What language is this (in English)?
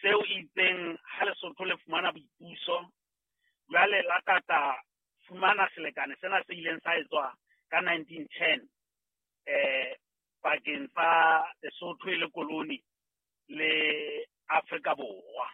Southern Sotho